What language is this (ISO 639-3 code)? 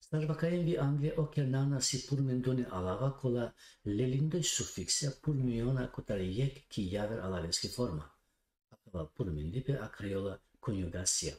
rmn